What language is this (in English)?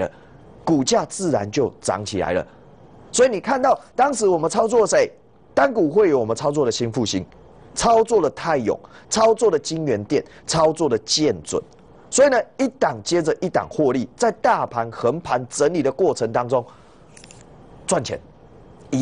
Chinese